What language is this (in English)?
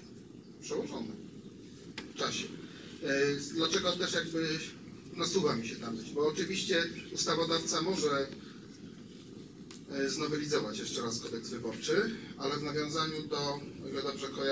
Polish